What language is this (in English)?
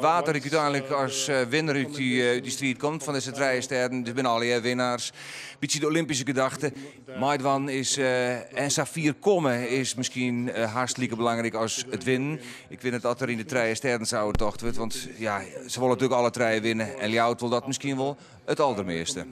Western Frisian